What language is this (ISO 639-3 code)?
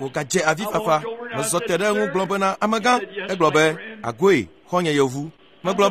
ewe